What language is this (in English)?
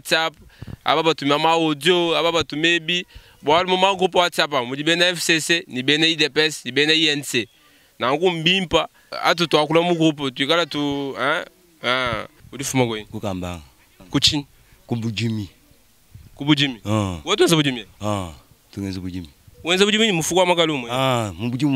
Luba-Lulua